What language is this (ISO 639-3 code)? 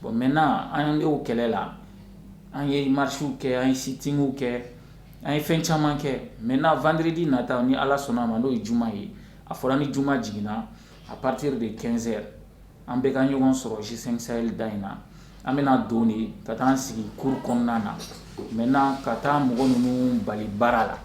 bam